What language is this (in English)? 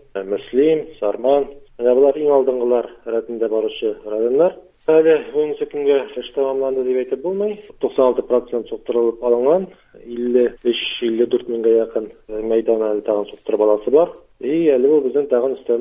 Tatar